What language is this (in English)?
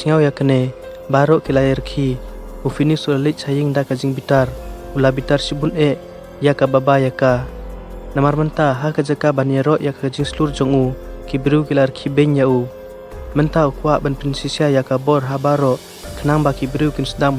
Khasi